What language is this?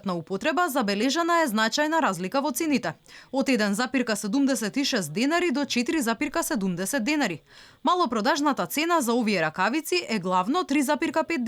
Macedonian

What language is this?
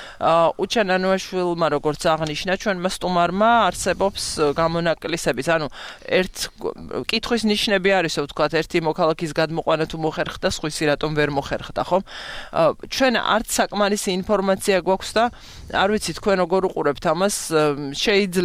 Georgian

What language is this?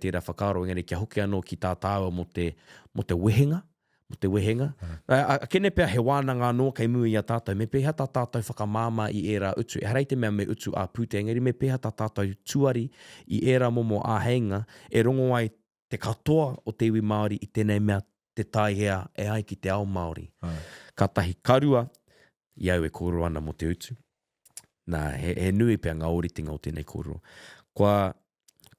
Māori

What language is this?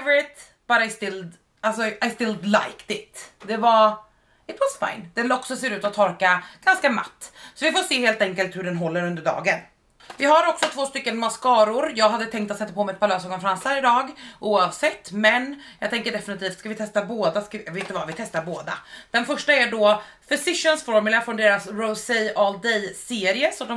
Swedish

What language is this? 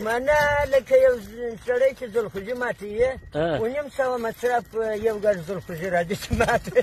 Pashto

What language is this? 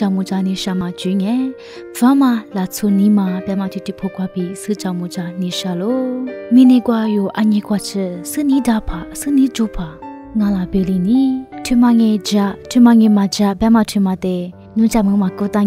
Lisu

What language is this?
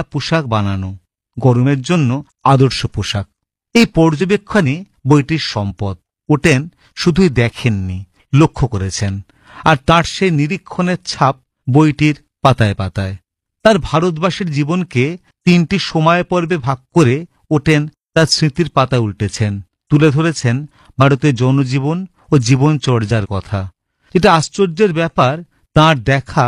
Bangla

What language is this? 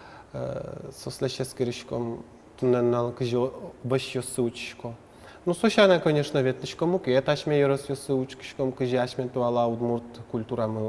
Udmurt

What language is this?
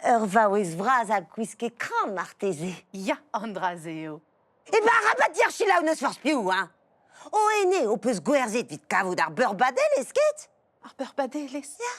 Breton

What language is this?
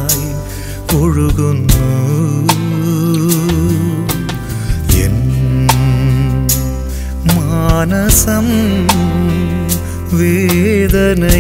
Malayalam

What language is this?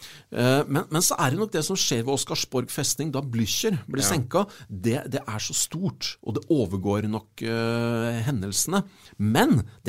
Norwegian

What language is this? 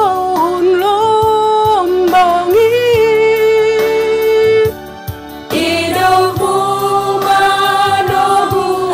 Batak Simalungun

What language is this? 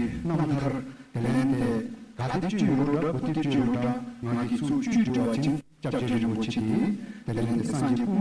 Tibetan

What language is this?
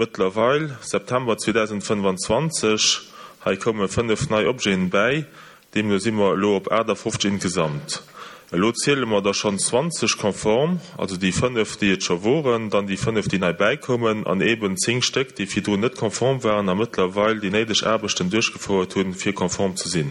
Luxembourgish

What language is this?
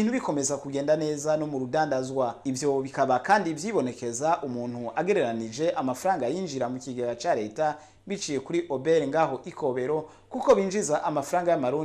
Rundi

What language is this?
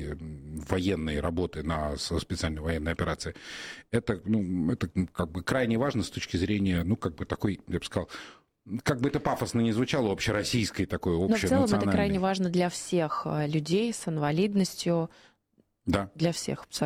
Russian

